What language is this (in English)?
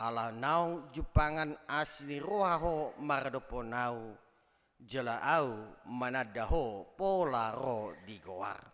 Batak Toba